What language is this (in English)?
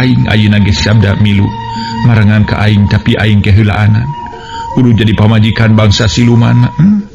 Sundanese